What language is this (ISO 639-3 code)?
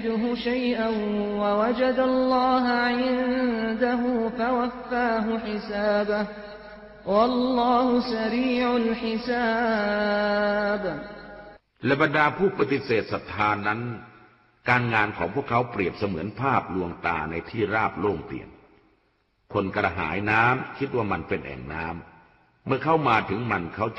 tha